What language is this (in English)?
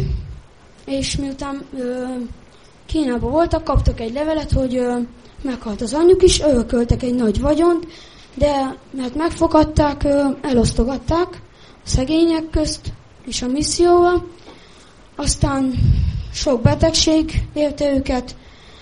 Hungarian